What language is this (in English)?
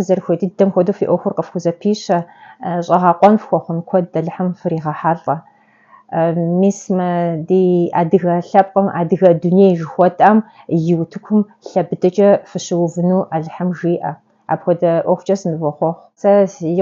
Kabardian